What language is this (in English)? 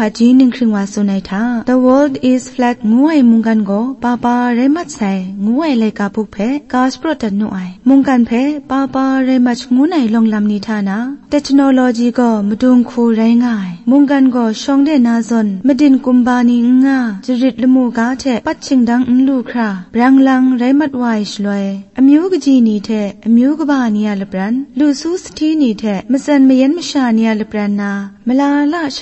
Kachin